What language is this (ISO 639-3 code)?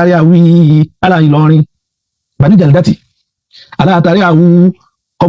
yor